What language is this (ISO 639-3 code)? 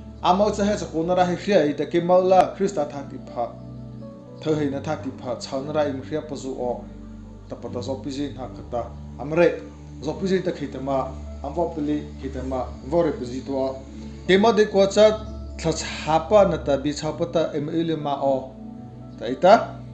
mrh